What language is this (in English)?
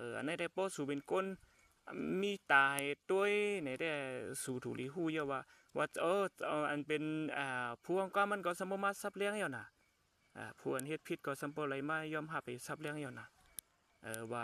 Shan